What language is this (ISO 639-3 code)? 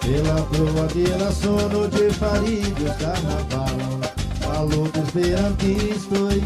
epo